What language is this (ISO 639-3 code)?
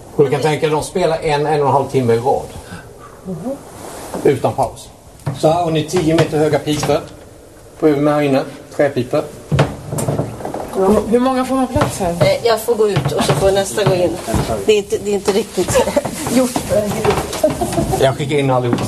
swe